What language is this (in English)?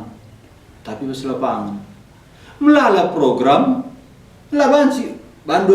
Batak Karo